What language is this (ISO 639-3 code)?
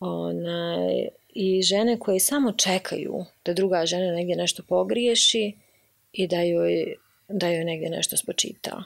bos